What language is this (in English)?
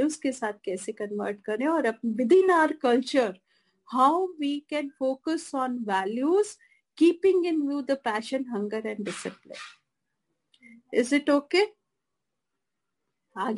Hindi